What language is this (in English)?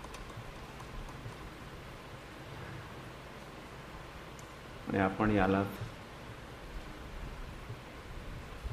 Marathi